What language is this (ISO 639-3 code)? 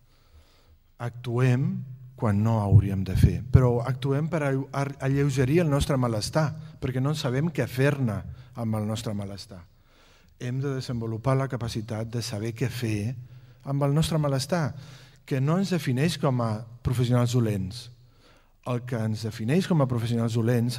cat